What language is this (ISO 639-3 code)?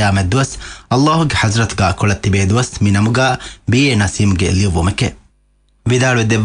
div